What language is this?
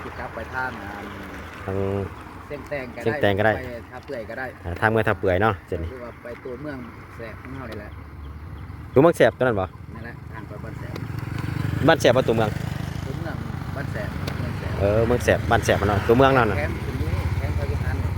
Lao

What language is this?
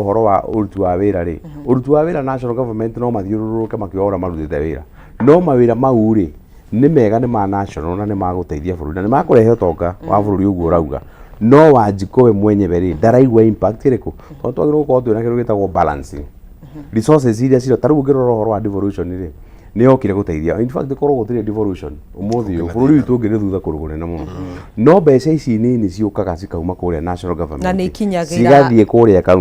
Kikuyu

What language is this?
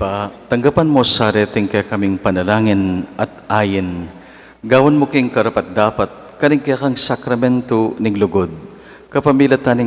Pampanga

